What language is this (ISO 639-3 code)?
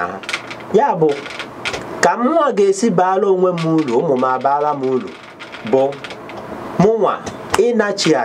ibo